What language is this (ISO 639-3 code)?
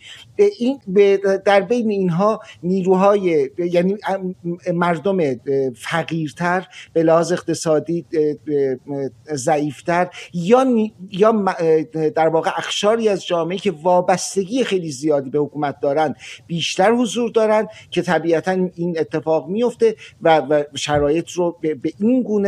fas